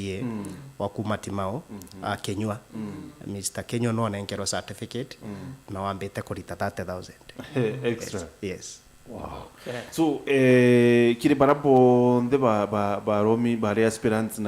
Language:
Meru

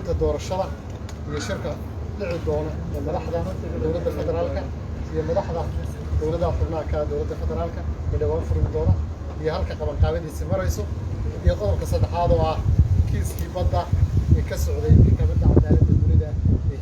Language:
Somali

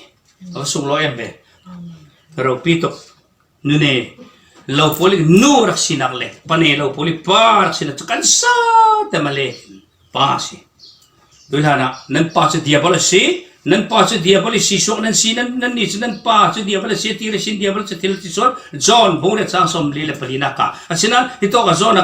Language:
Falam Chin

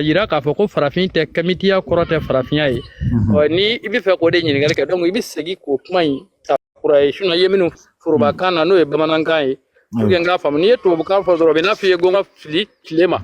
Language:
Bambara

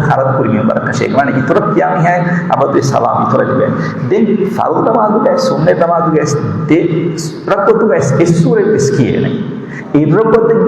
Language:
Divehi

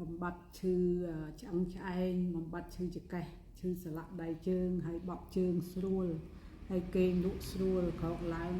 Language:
Khmer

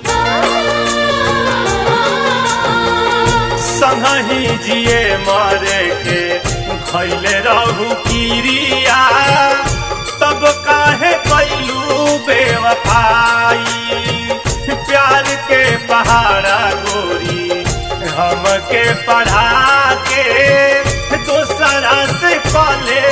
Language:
Bhojpuri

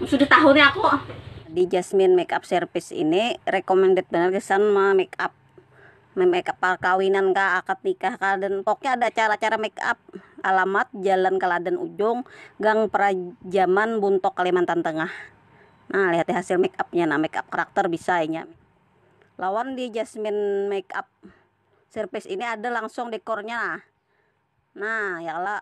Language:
Banjar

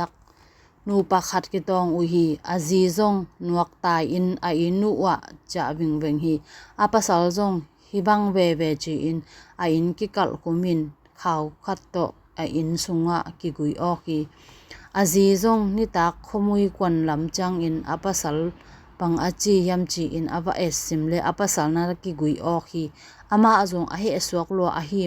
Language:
Tedim Chin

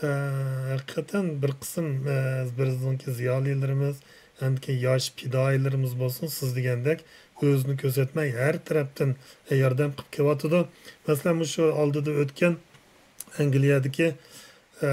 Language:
Uyghur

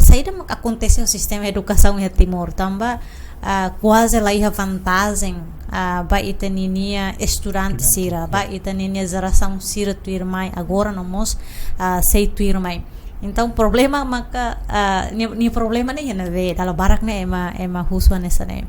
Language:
Tetum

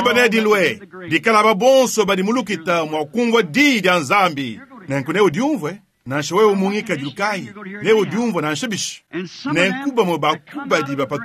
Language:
Luba-Lulua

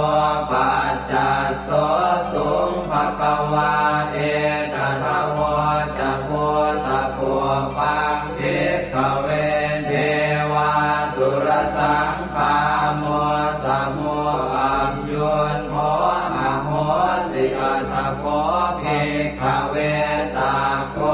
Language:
Pali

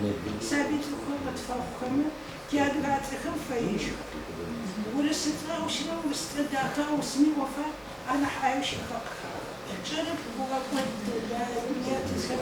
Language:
Adyghe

